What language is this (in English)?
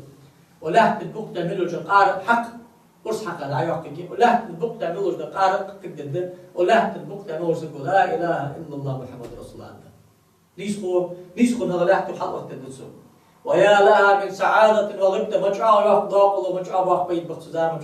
Ingush